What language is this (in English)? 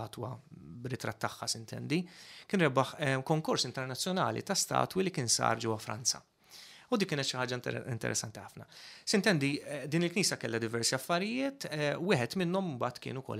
Maltese